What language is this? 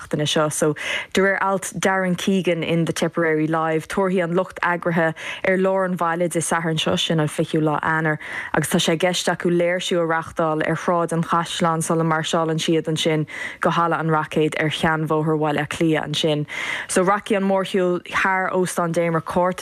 Irish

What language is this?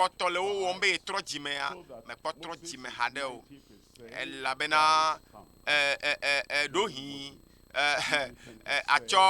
Ewe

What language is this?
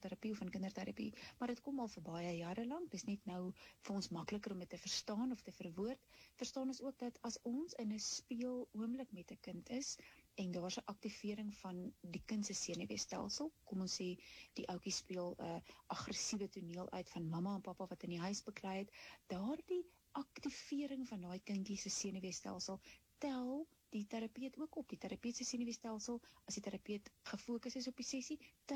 Afrikaans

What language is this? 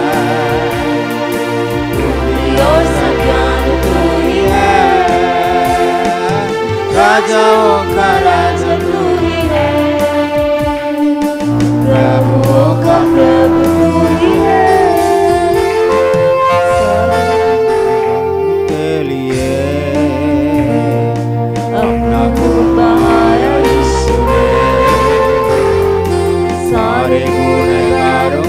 Hindi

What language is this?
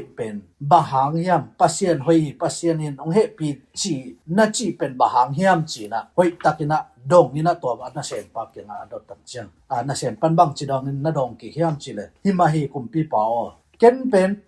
Tedim Chin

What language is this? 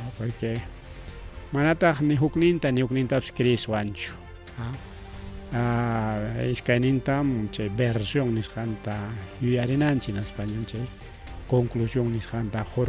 Ayacucho Quechua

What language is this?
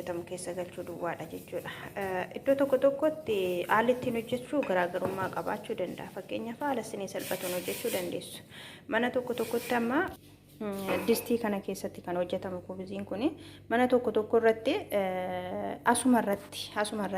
Oromo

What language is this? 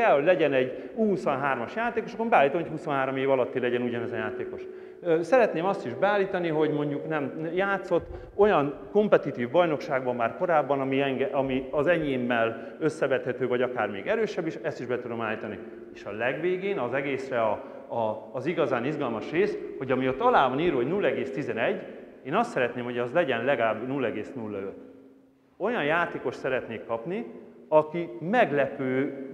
Hungarian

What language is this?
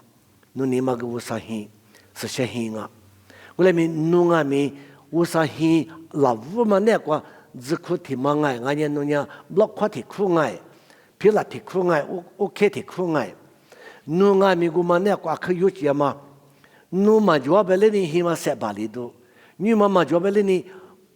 Lisu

